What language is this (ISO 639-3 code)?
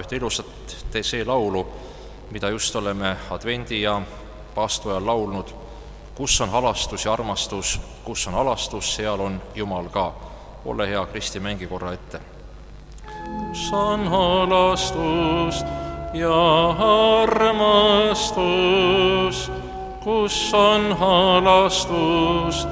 est